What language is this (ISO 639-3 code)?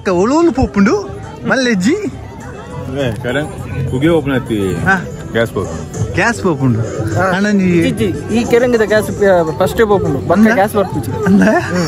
tcy